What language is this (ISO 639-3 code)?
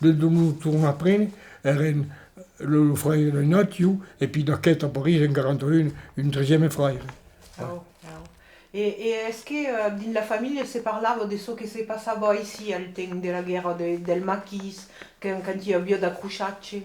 oci